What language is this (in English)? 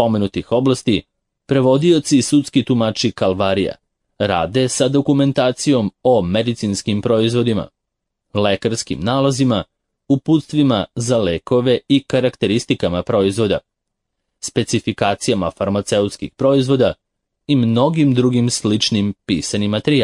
Serbian